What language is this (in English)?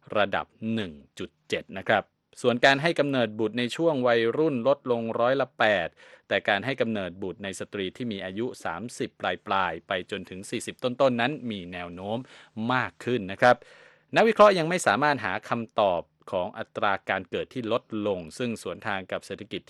Thai